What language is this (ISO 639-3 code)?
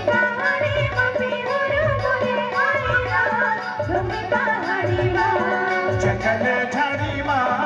hne